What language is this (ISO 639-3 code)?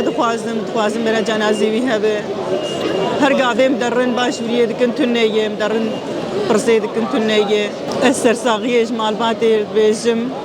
kur